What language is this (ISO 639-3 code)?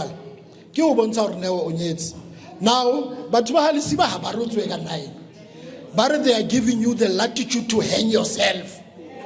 nso